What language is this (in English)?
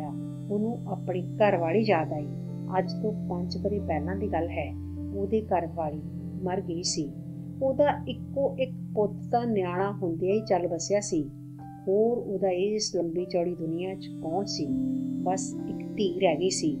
Punjabi